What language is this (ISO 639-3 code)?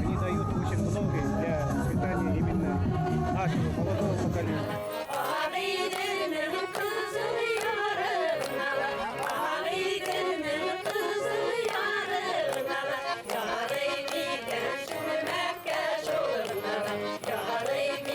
bak